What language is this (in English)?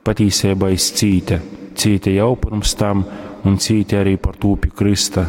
Latgalian